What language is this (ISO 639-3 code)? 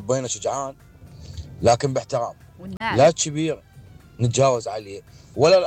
acm